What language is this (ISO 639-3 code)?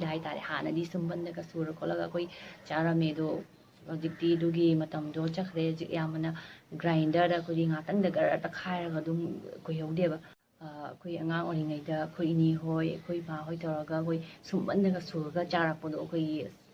mni